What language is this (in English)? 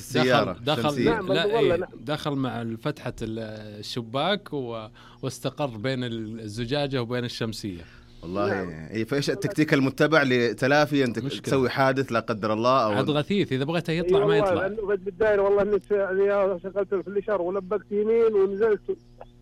Najdi Arabic